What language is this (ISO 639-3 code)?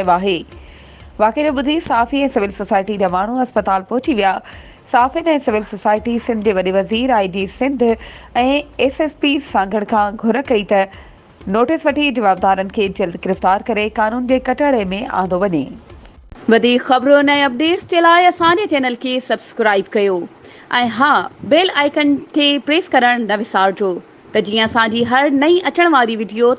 snd